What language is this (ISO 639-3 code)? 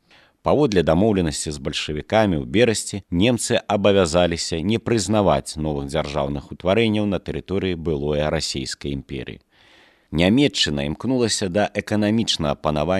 bel